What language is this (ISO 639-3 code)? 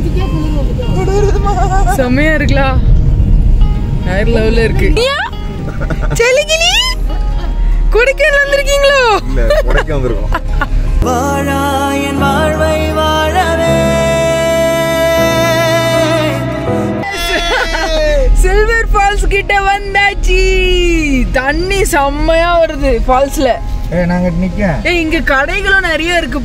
tam